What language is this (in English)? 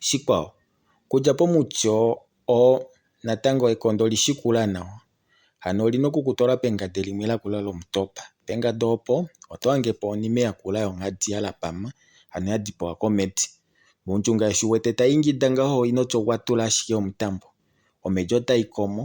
Kuanyama